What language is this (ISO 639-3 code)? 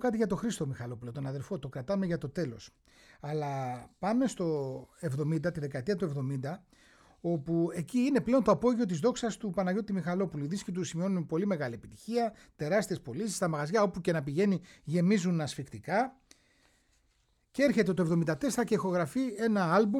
ell